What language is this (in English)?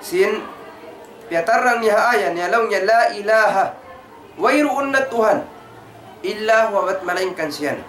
Tausug